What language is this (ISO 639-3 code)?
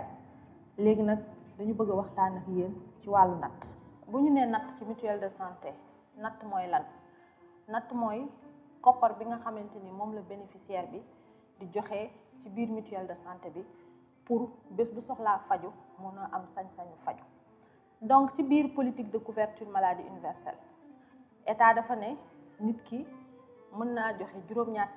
wol